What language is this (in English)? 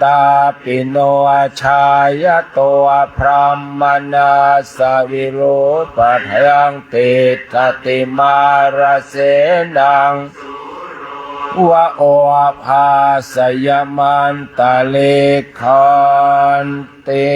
Pali